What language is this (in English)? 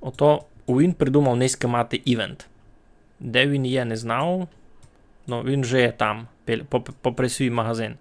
Rusyn